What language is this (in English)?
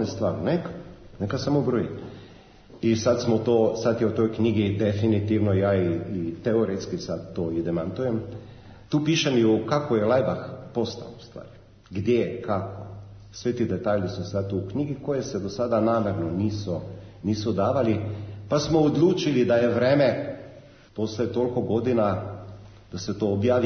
Serbian